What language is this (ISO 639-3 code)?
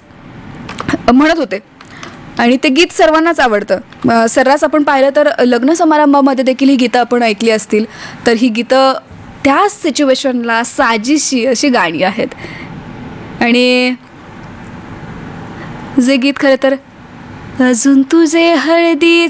mar